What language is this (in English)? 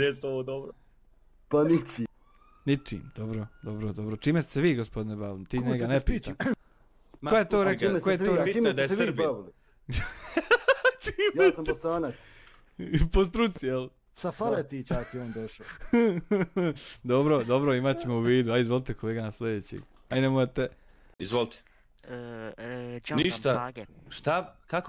Bosnian